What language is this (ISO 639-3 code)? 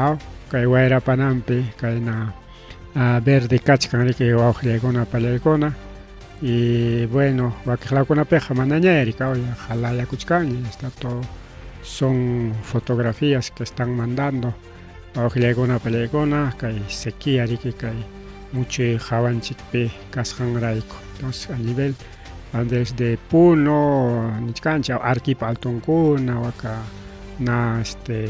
quy